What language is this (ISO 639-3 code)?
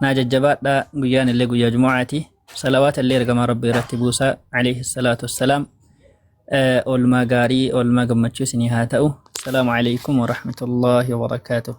orm